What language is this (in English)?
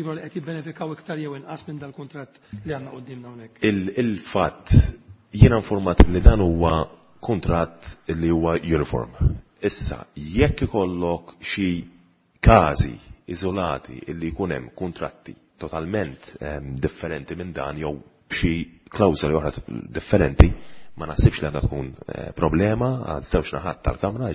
Maltese